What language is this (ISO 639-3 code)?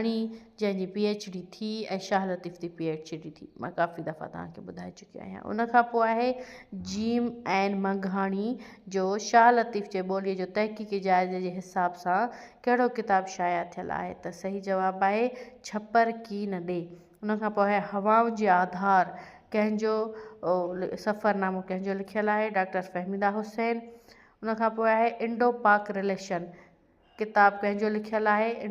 snd